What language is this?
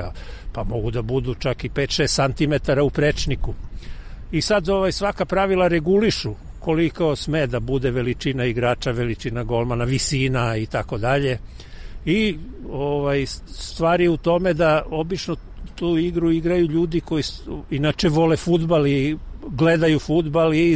Serbian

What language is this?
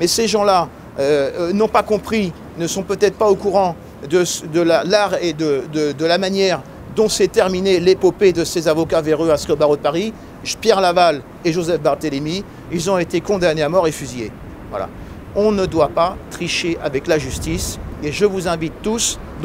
French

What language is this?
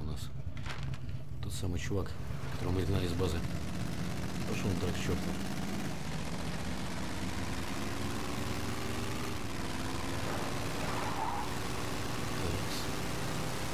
Russian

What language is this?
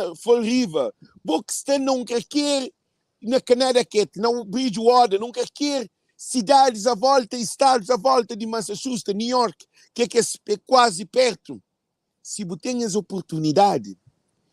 Kabuverdianu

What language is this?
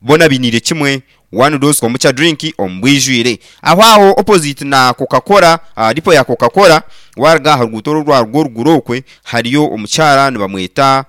Nyankole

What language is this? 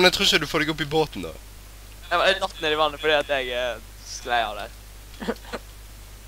Norwegian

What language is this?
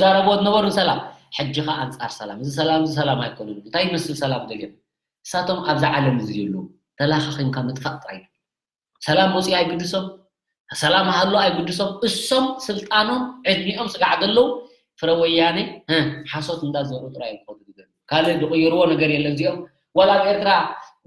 Tigrinya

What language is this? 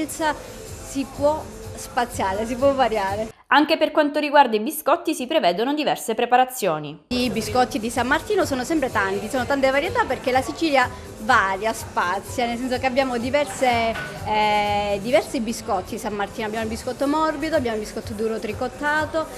Italian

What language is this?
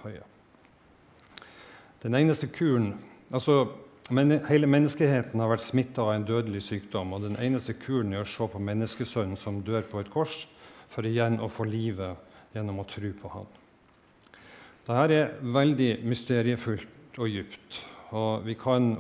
Norwegian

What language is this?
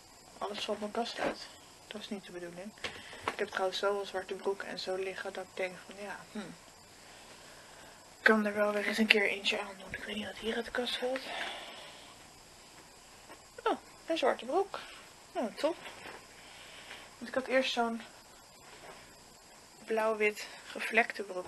Dutch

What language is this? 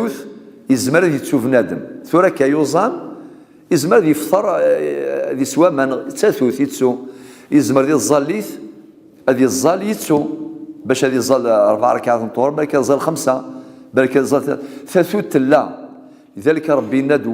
Kabyle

